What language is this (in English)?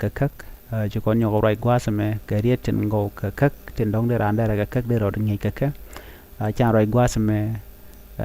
Nuer